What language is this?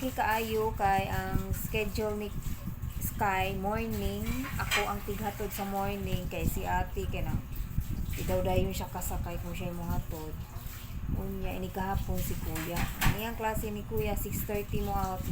Cebuano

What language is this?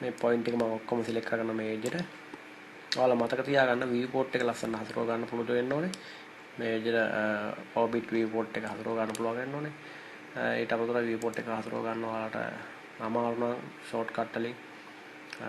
Sinhala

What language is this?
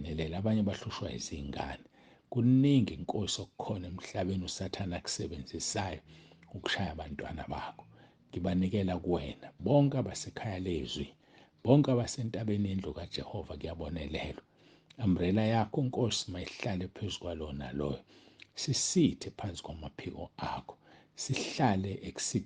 Zulu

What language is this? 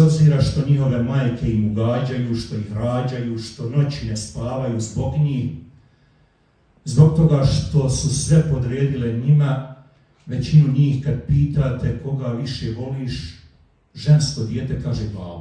Bosnian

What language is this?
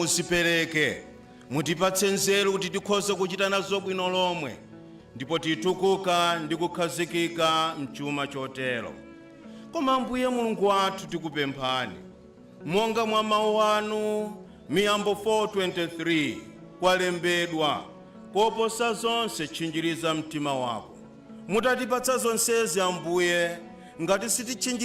Nyanja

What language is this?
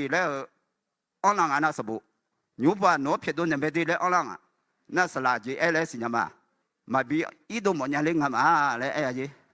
Akha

